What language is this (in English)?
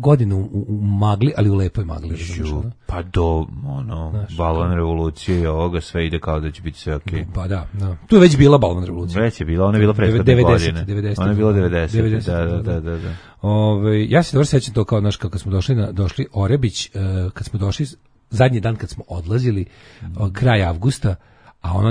Serbian